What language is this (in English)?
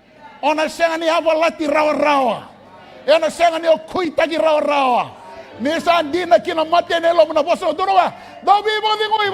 Fijian